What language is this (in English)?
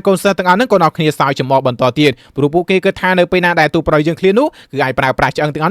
Khmer